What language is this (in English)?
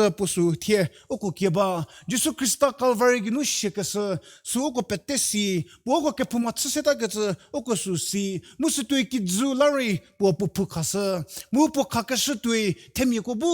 Angami Naga